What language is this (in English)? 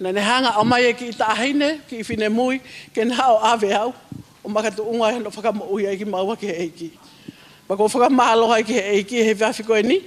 Tongan